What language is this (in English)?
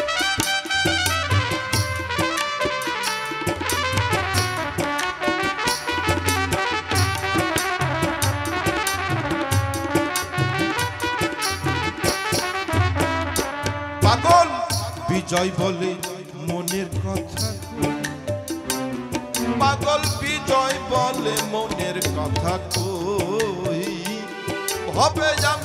Bangla